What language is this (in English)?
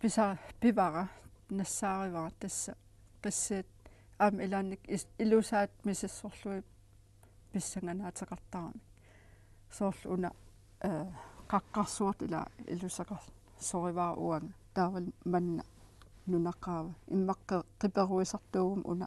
Kalaallisut